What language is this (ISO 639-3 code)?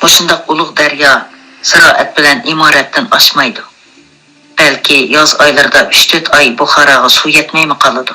uig